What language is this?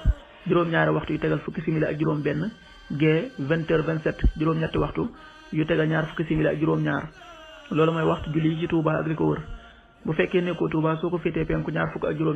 Wolof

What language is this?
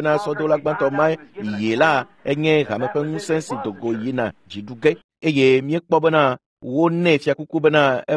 Ewe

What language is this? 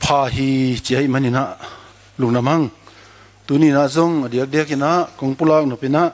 Tedim Chin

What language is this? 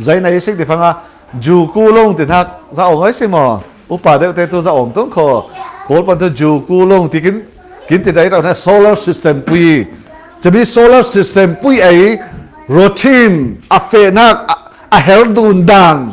Falam Chin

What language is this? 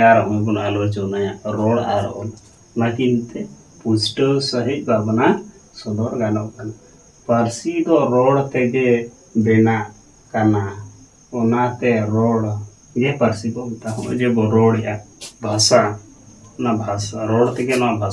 Santali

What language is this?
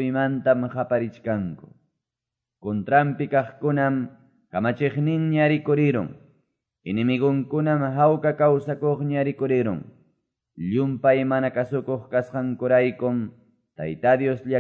Quechua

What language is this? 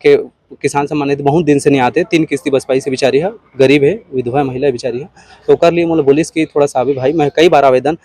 Chhattisgarhi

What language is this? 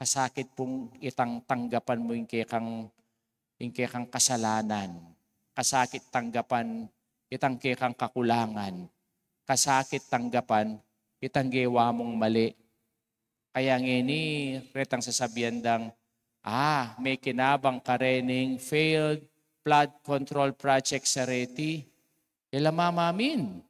Pampanga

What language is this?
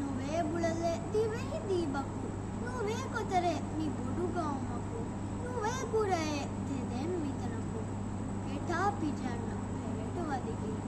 Divehi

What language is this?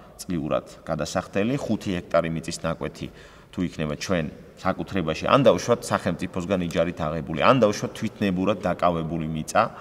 Georgian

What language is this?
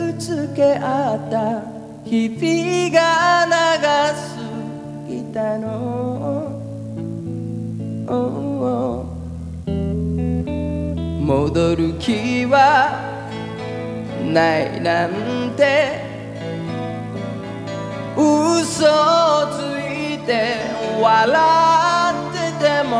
Japanese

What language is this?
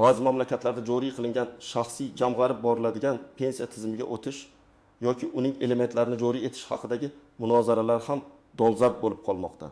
Uzbek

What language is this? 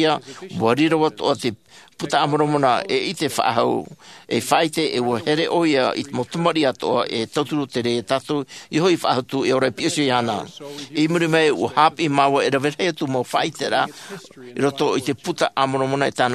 Tahitian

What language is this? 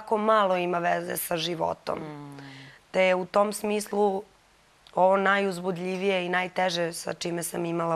Serbian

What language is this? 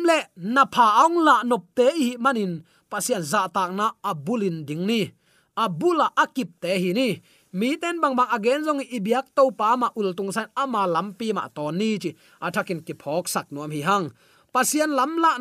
Tedim Chin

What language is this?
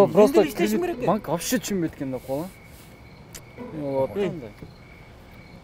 Kyrgyz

